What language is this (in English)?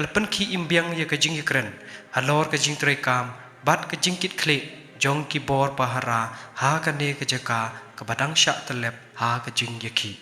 Khasi